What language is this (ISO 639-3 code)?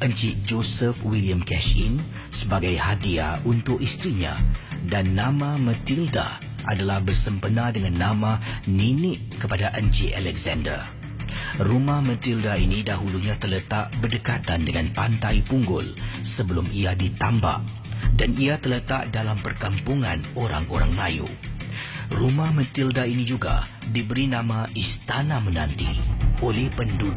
msa